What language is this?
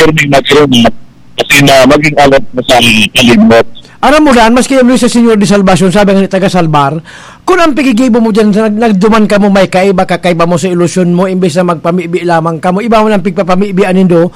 Bikol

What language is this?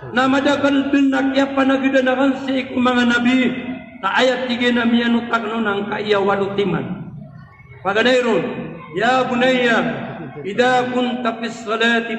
Maranao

